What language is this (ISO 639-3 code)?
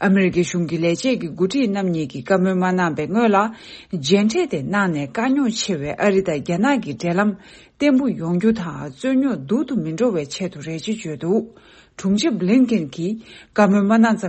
bod